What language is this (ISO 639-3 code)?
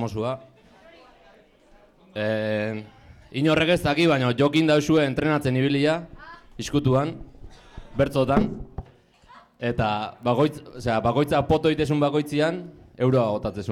eus